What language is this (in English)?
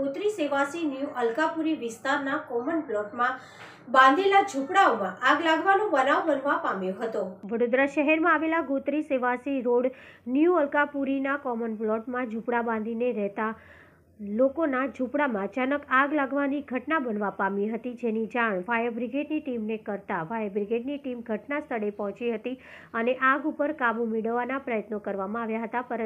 Gujarati